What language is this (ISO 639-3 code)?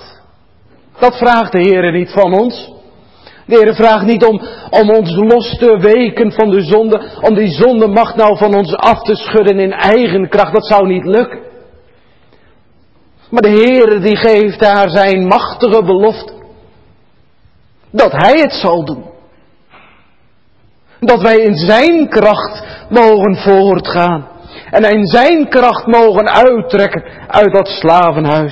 nld